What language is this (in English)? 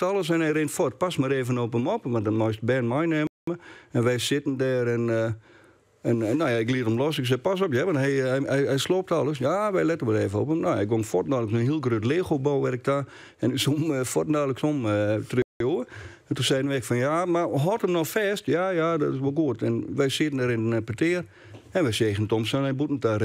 Western Frisian